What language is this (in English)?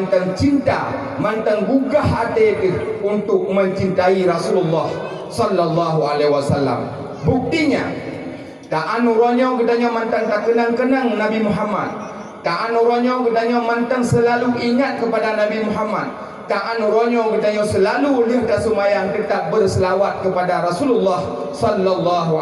Achinese